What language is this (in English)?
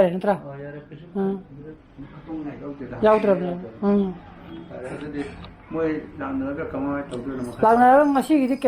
Manipuri